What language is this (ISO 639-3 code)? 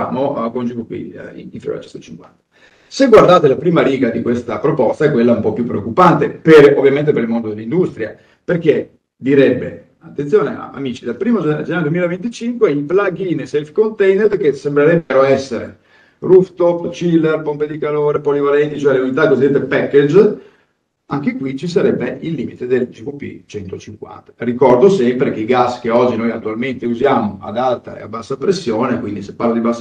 ita